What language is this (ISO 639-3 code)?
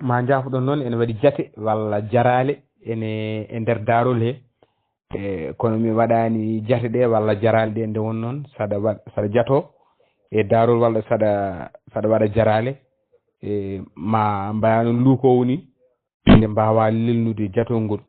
ful